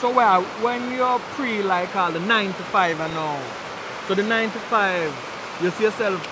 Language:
Jamaican Creole English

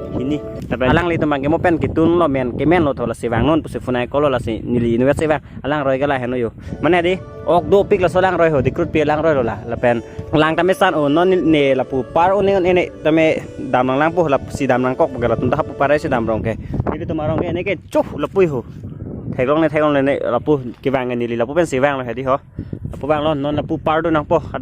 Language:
Karbi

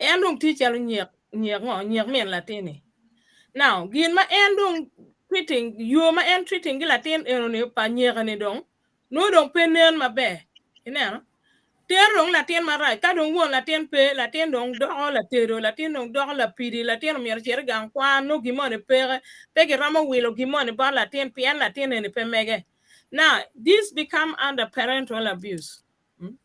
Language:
Acoli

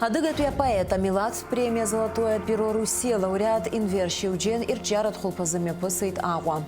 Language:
Abkhazian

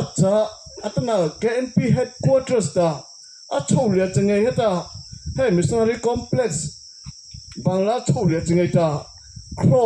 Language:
Mara Chin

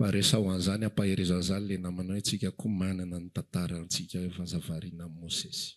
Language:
Malagasy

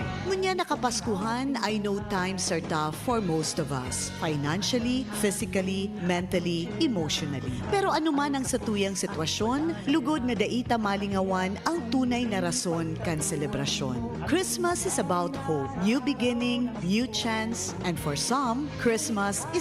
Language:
Bikol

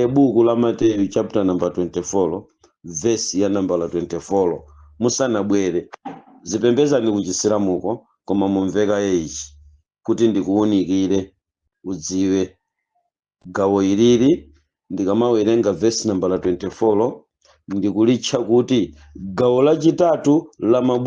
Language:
Nyanja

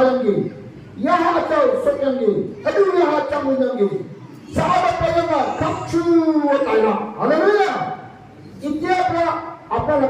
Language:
Naga Pidgin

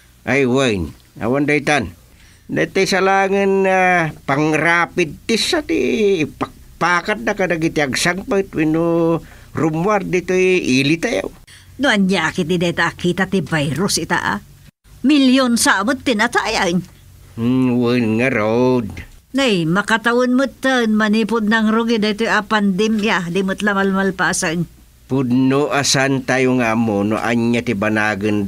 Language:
Iloko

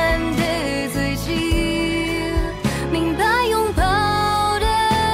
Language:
Chinese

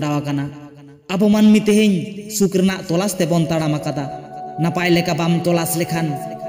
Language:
Santali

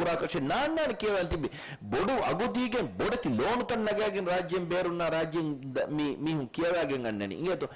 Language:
Divehi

